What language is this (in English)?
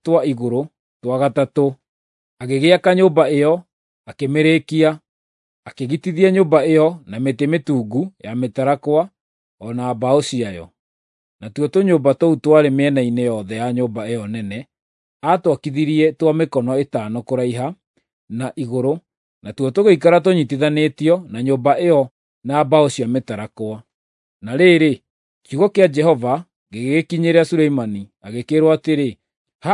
Kikuyu